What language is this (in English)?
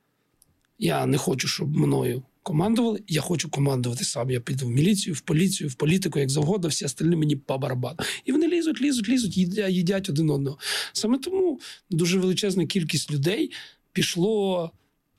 Ukrainian